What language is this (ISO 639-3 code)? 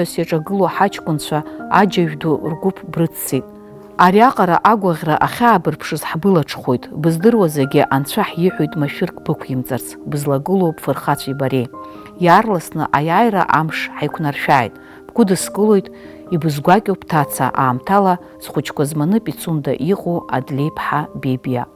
abk